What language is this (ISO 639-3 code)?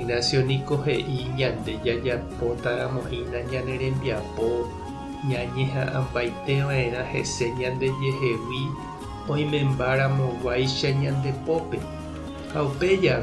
grn